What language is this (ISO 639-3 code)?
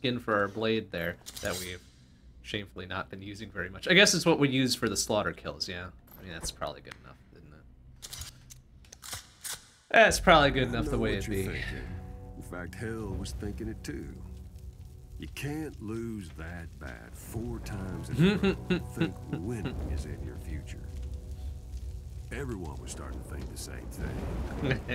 eng